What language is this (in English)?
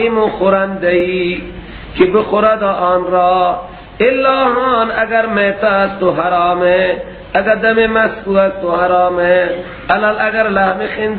Persian